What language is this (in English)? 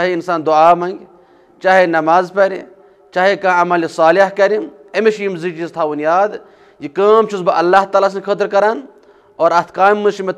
Kashmiri